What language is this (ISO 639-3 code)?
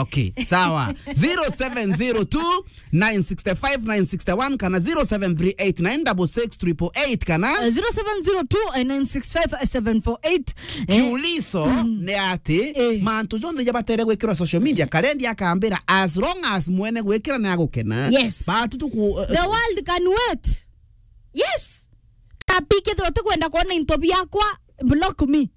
mer